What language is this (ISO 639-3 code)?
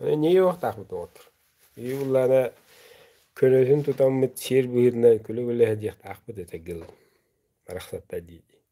sah